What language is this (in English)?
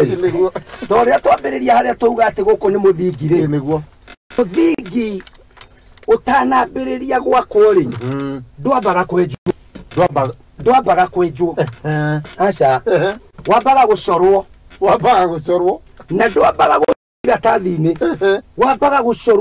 Kikuyu